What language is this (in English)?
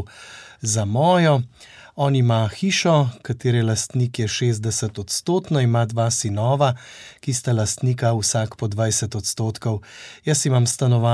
Slovenian